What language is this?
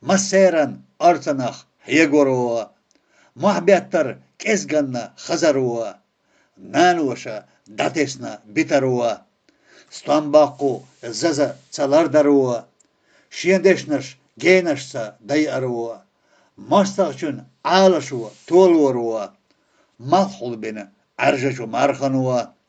Chechen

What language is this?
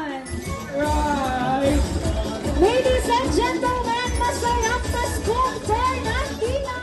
Pampanga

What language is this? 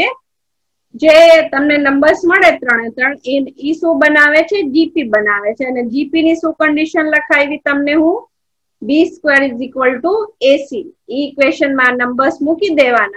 Gujarati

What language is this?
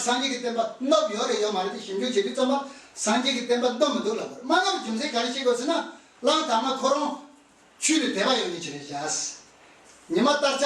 Tibetan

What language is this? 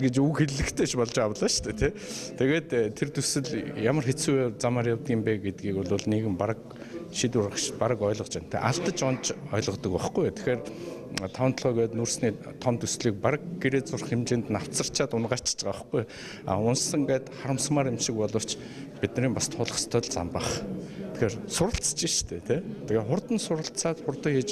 Mongolian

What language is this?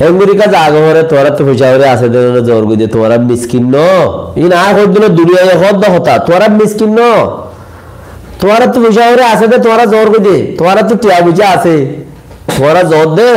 Rohingya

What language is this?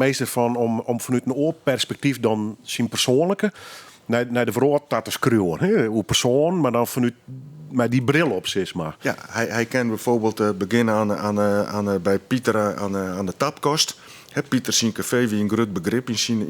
Western Frisian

